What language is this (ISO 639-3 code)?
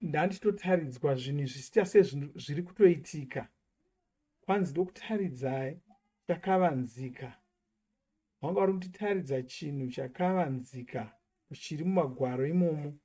sna